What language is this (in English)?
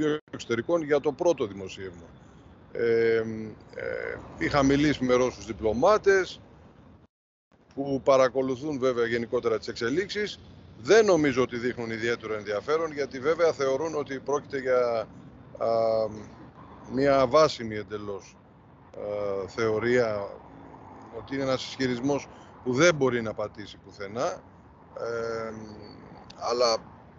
Greek